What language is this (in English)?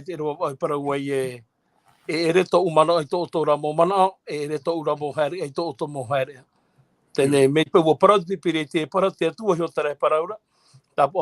Tahitian